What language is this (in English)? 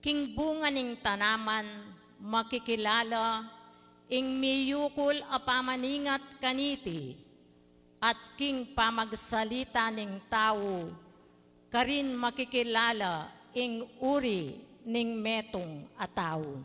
Pampanga